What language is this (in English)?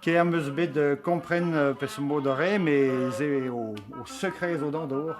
Breton